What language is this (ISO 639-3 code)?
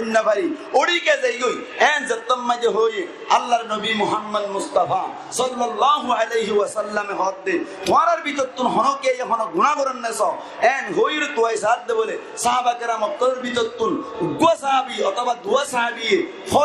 rhg